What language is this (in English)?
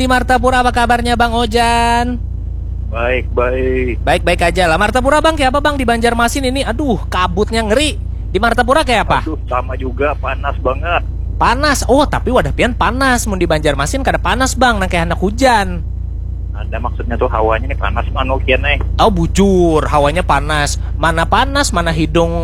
Banjar